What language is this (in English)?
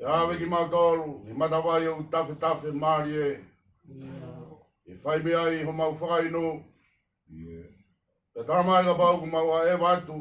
Tongan